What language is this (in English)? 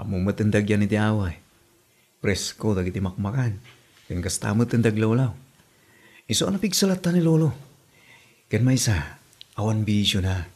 Iloko